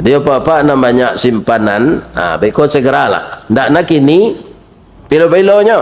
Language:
Minangkabau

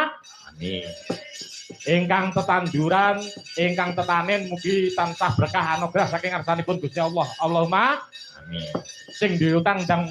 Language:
Javanese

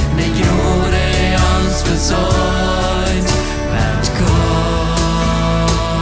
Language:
Plautdietsch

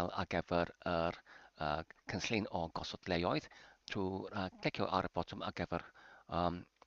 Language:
Welsh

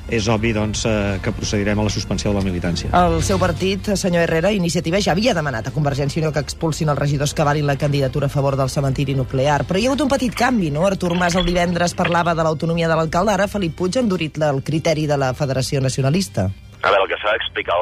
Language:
Catalan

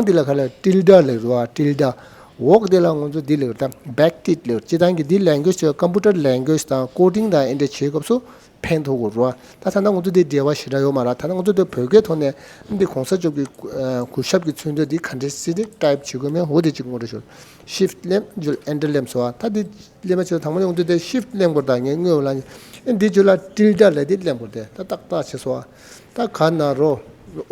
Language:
Tibetan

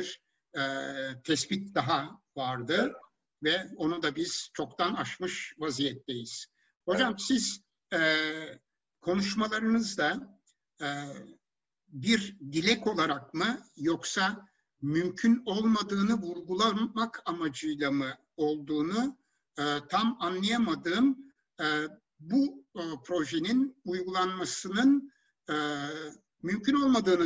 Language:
Turkish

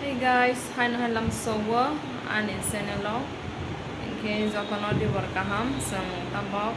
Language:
Kok Borok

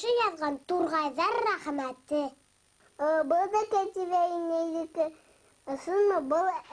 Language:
Bashkir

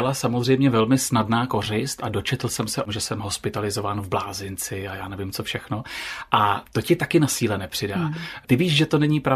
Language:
Czech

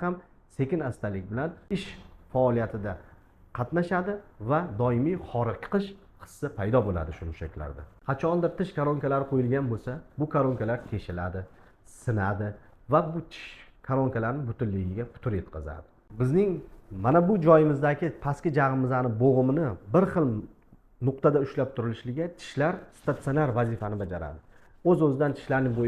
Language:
Uzbek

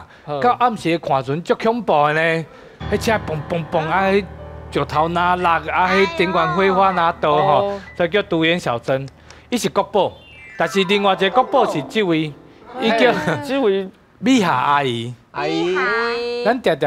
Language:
Min Nan Chinese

